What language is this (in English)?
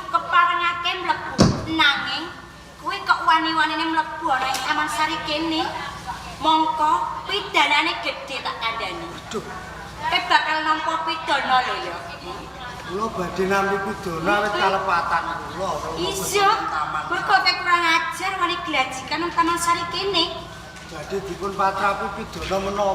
Javanese